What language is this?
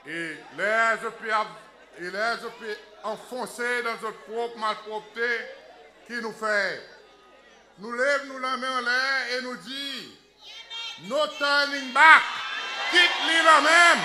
Seselwa Creole French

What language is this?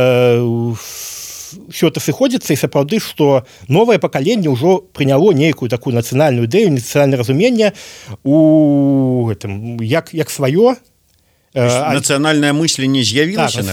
Belarusian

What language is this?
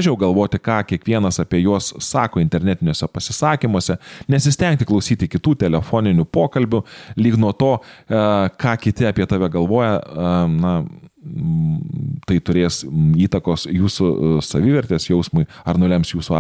Lithuanian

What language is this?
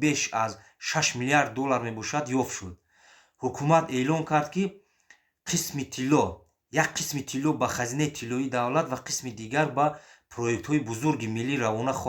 Tajik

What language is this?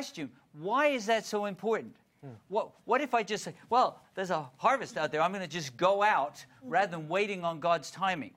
English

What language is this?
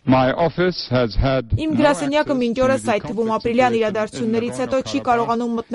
Armenian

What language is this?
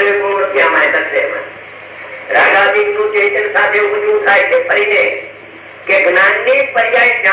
Gujarati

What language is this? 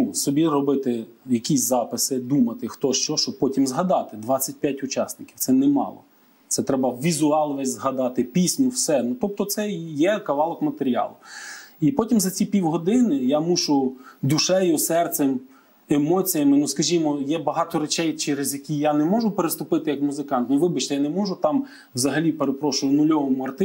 Ukrainian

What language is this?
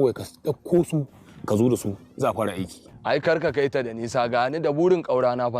Hausa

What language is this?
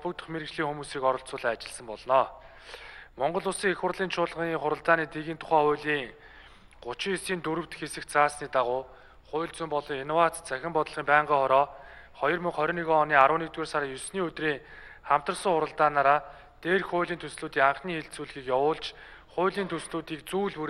Mongolian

